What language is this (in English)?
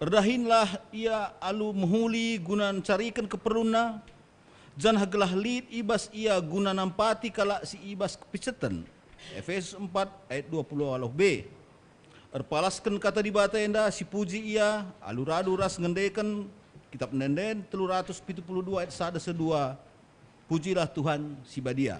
Batak Karo